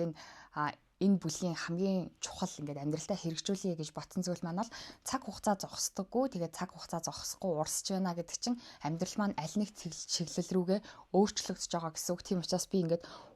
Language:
Mongolian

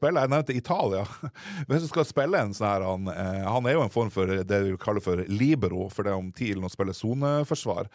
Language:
Norwegian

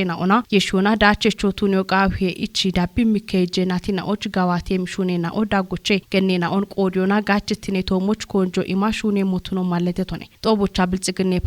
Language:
Kafa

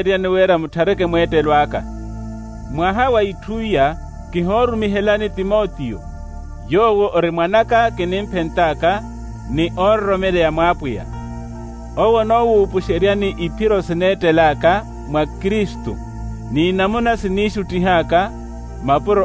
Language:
Makhuwa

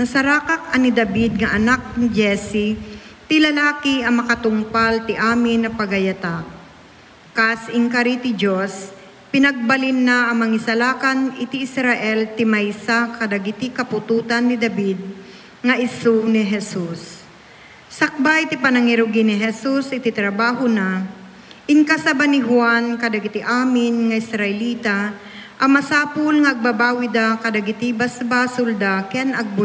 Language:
Iloko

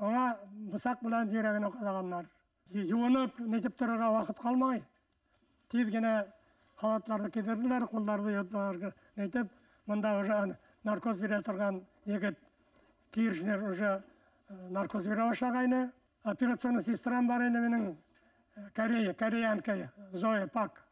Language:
Bashkir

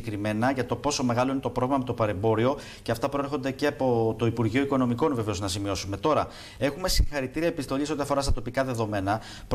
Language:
Greek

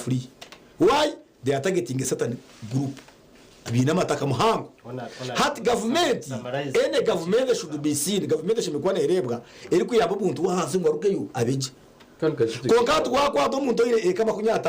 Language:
Nyankole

